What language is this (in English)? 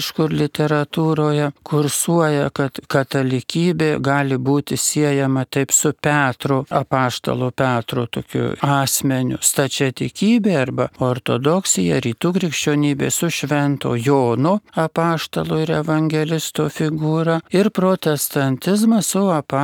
Lithuanian